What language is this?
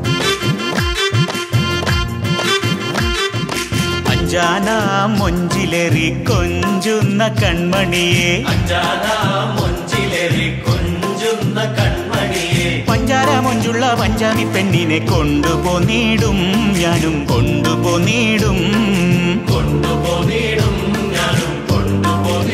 Malayalam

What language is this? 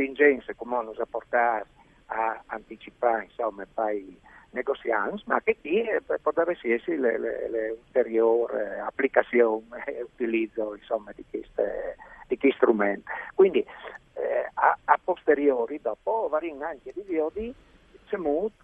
Friulian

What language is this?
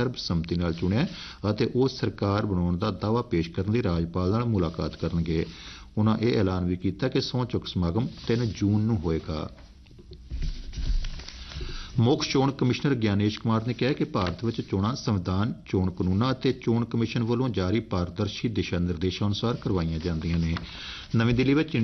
Punjabi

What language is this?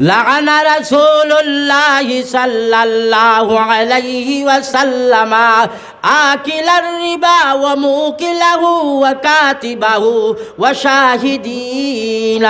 Sylheti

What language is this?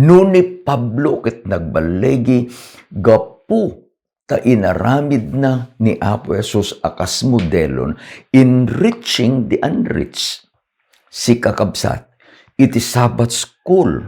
Iloko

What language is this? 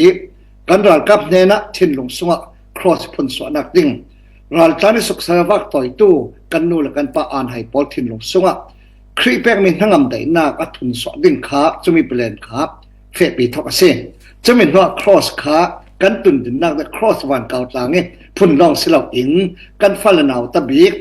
Falam Chin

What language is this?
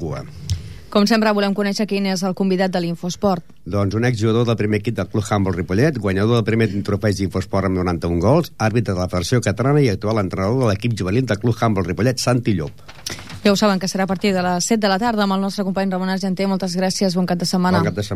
Catalan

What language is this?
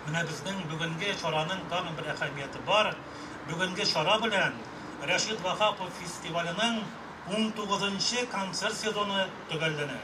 Tatar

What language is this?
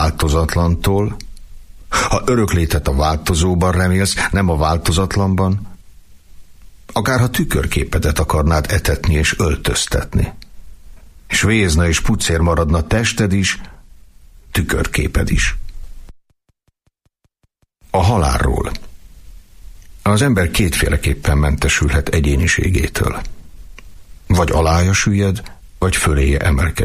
Hungarian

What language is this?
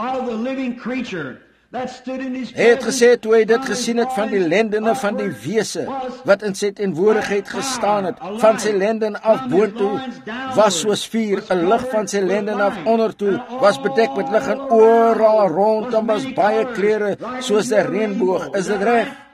Afrikaans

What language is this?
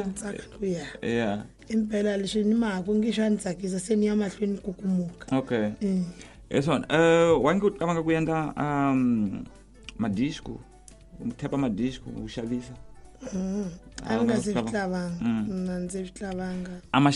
Tsonga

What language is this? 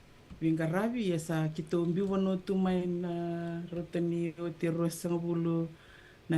Fijian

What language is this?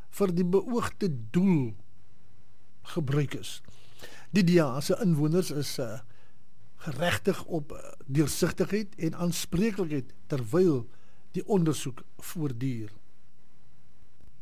Afrikaans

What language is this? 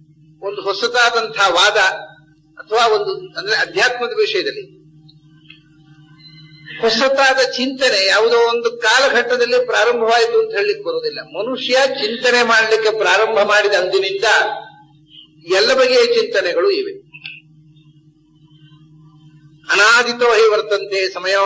Kannada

